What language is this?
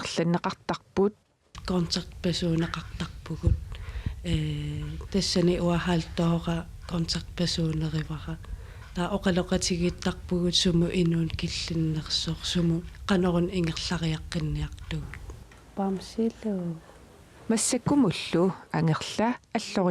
Kalaallisut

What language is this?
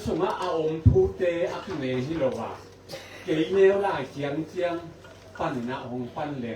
Tedim Chin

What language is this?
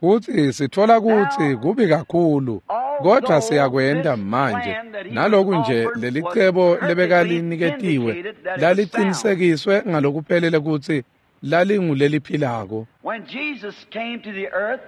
Swati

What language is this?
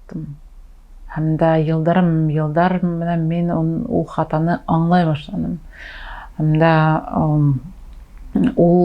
Bashkir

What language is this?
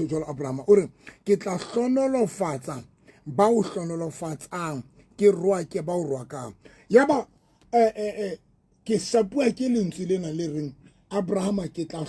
Southern Sotho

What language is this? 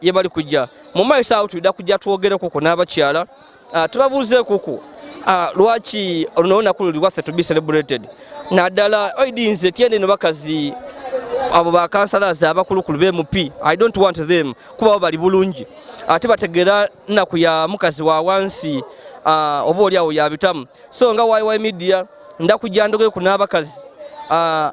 Ganda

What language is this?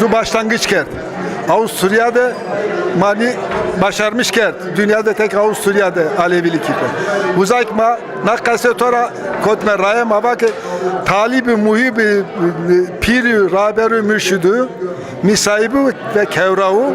Zaza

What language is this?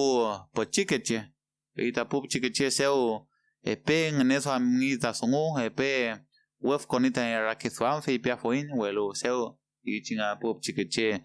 Mapuche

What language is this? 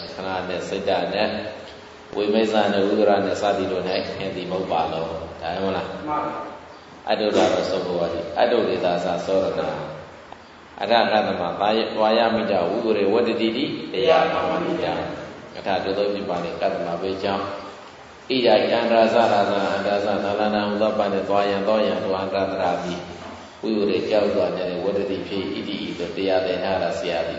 Burmese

